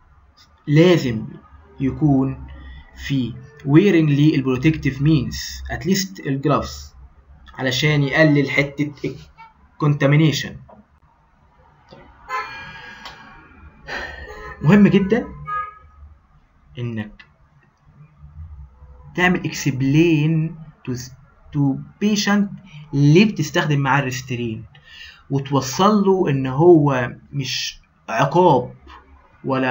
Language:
Egyptian Arabic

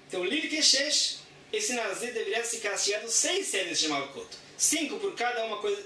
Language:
Portuguese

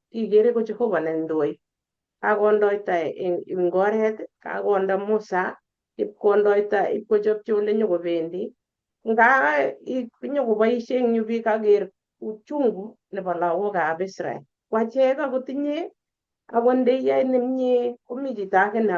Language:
Kalenjin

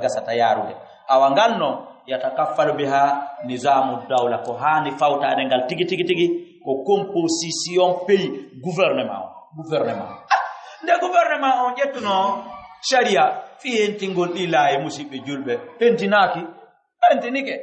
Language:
Fula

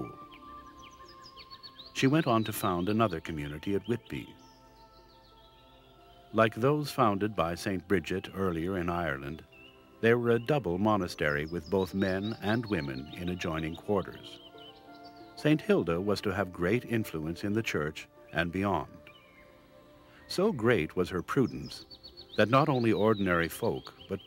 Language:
English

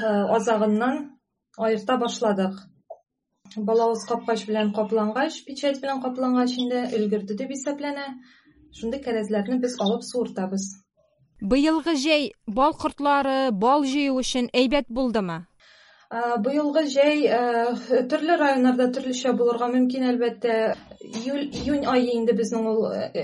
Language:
Tatar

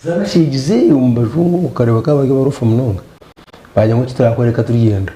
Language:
Nyankole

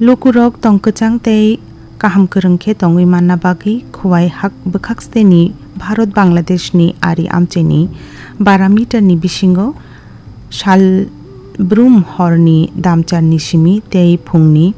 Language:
Kok Borok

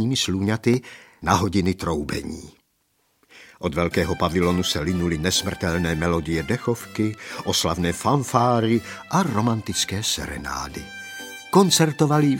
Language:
Czech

